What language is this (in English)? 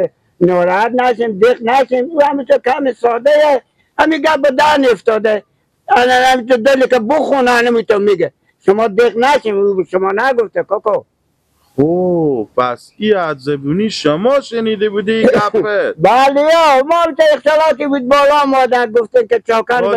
Persian